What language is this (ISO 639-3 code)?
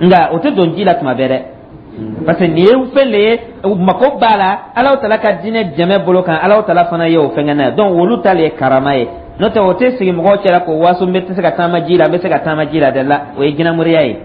dyu